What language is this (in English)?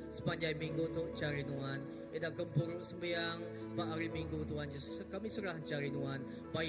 Iban